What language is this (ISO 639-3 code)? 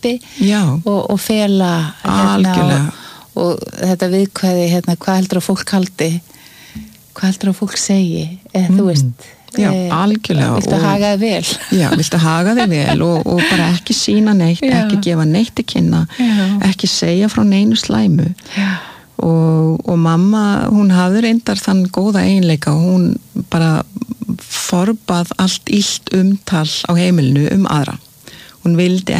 isl